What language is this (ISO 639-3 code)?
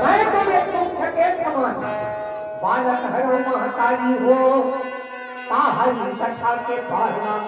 hne